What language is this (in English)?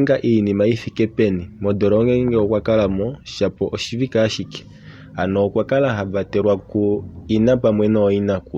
Kuanyama